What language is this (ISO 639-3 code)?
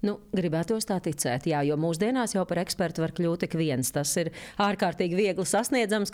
lav